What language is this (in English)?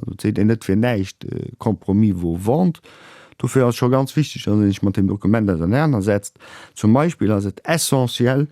Luxembourgish